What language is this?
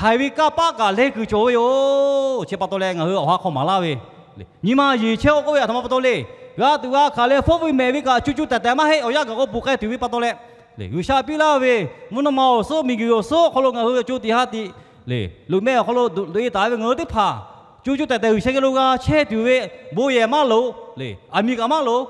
Lahu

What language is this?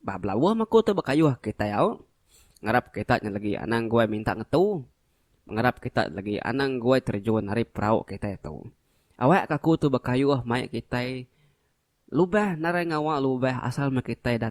Iban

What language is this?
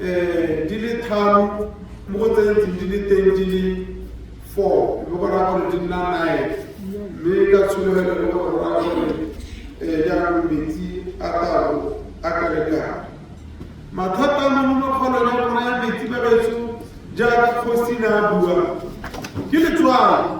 Tswana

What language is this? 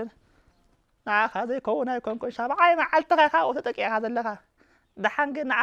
Tigrinya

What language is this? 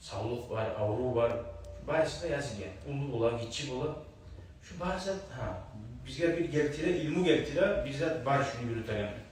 Kumyk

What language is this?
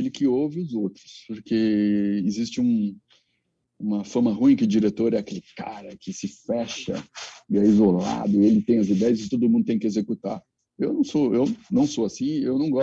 Portuguese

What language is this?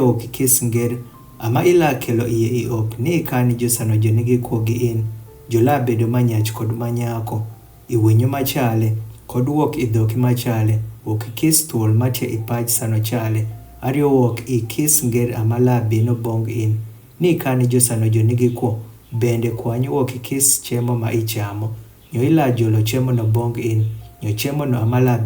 Adhola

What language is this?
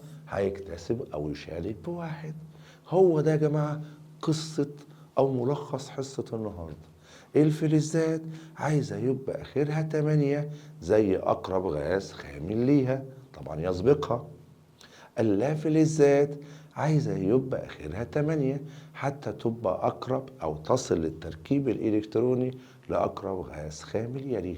Egyptian Arabic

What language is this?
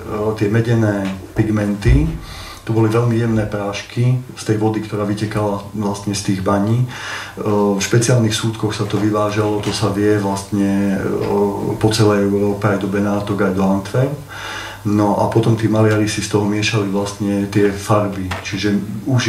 Slovak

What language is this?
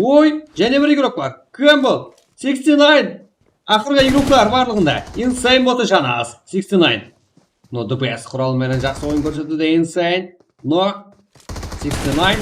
Kara-Kalpak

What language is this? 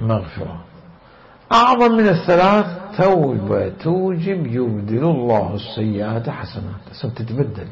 Mesopotamian Arabic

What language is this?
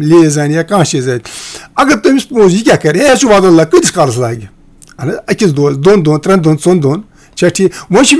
Kashmiri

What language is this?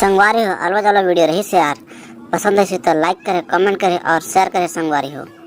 Chhattisgarhi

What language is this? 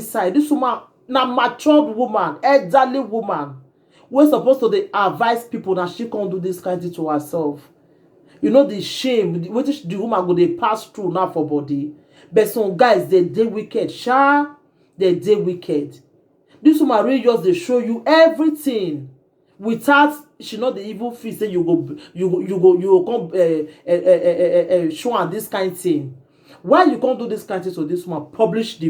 Nigerian Pidgin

